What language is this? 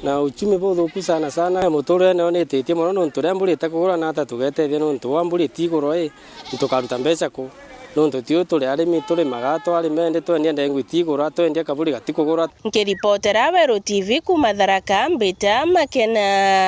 Meru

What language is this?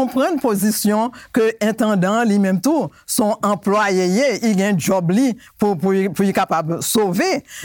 Haitian Creole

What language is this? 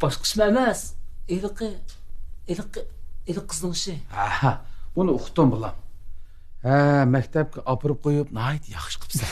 Uyghur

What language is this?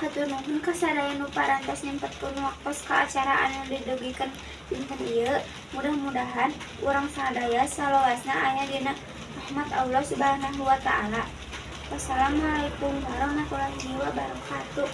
Sundanese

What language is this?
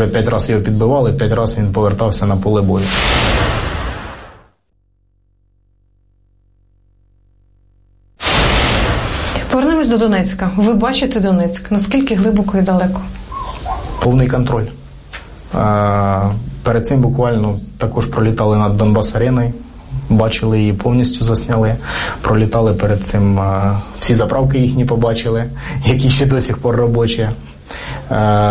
Ukrainian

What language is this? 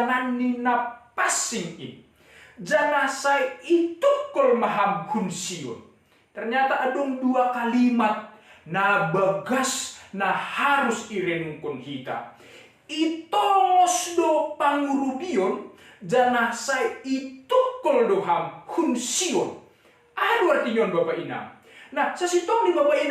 Batak Simalungun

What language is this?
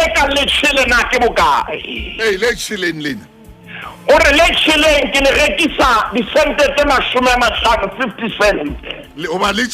Southern Sotho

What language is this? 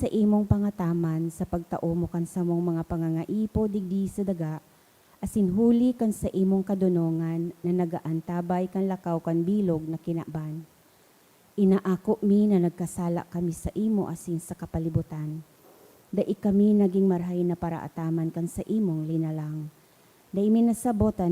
Bikol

